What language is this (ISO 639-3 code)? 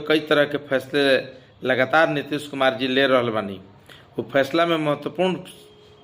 bho